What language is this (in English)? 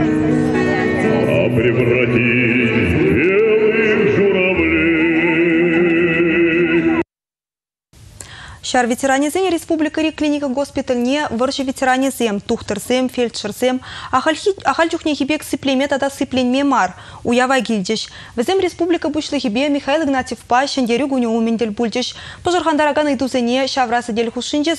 Chuvash